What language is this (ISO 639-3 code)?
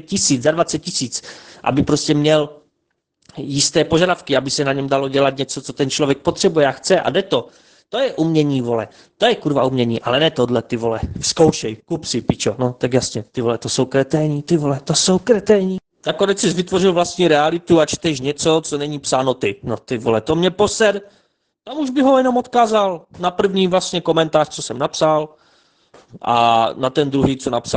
ces